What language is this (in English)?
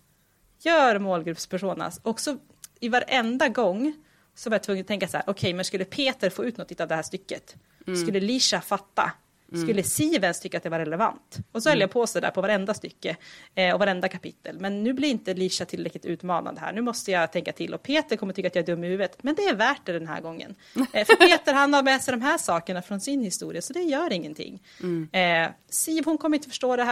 Swedish